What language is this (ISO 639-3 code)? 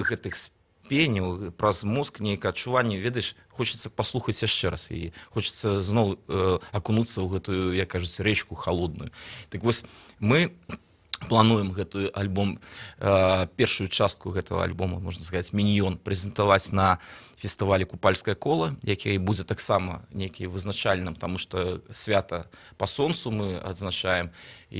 bel